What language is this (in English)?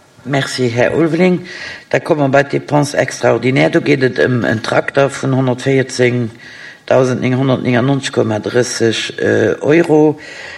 Luxembourgish